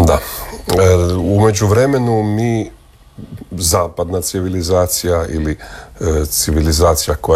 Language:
Croatian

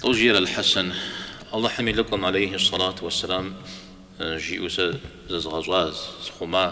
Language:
Kabardian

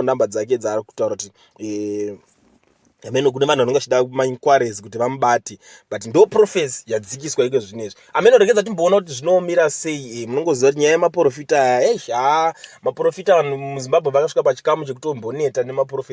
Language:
Shona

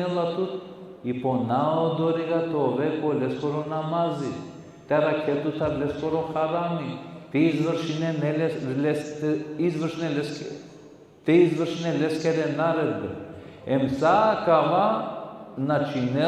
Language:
Balkan Romani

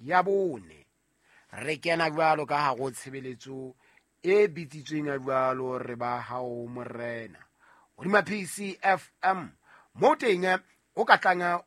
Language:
Southern Sotho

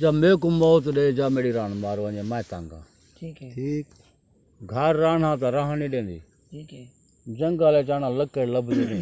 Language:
Saraiki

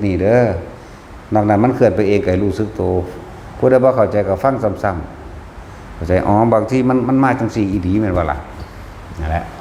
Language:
Northeastern Thai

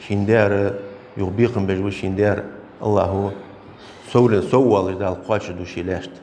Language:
Ingush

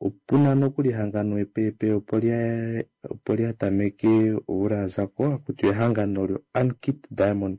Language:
Kuanyama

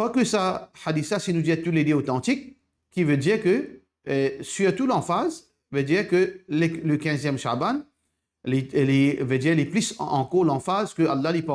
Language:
Morisyen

